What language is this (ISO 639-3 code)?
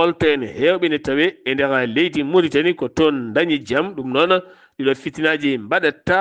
ful